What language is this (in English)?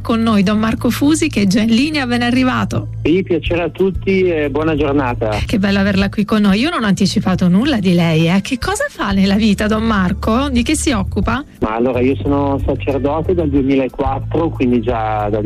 Italian